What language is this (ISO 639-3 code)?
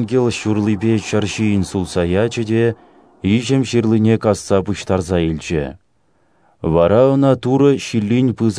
chv